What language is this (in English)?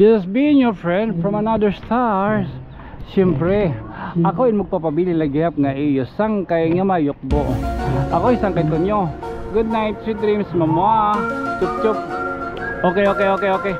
Waray